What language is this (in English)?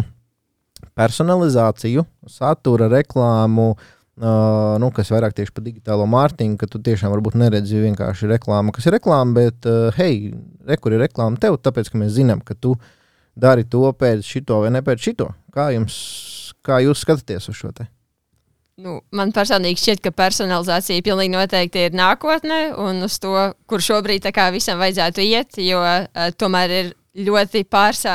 Latvian